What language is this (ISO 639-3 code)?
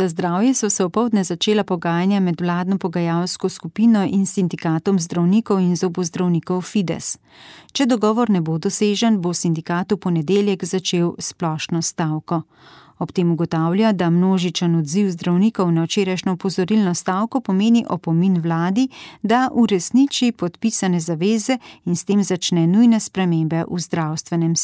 slv